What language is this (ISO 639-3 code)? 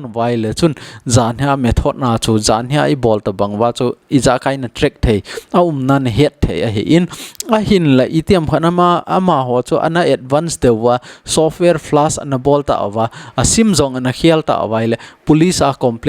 tcz